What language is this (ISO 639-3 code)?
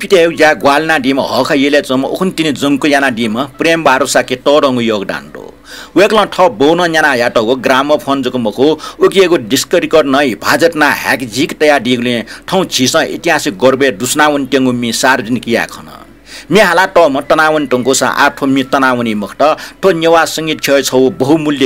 new